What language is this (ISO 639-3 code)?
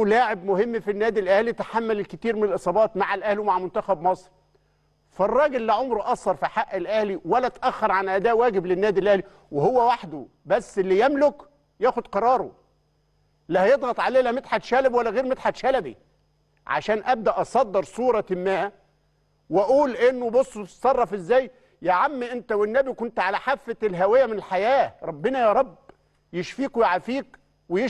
arz